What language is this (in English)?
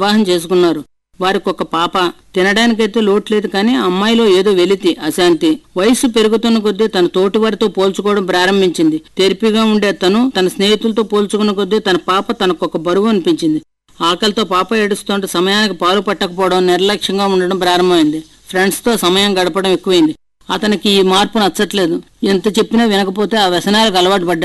Telugu